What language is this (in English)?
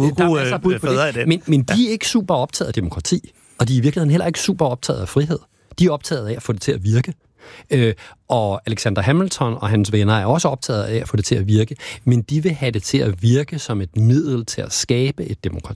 Danish